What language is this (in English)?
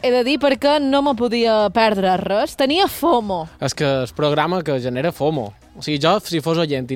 Catalan